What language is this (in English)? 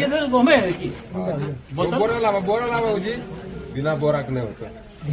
Magahi